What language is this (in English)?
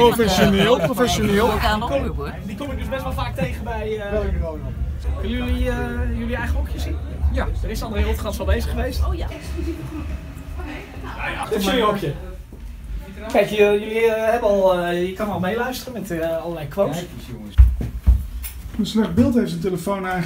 Dutch